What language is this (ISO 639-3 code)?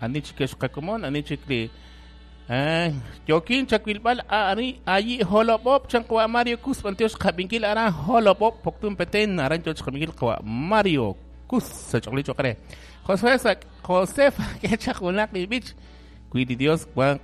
kek